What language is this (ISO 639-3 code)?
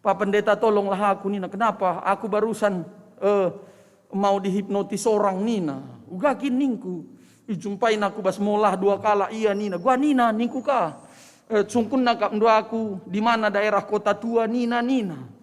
btx